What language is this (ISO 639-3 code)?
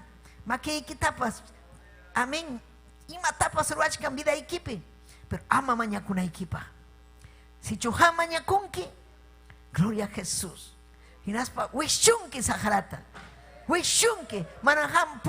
quy